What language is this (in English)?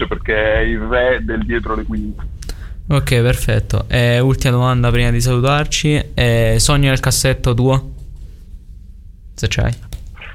Italian